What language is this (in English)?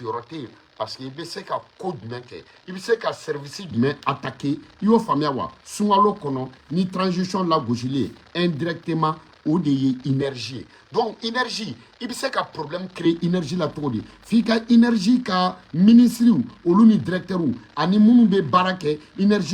Bambara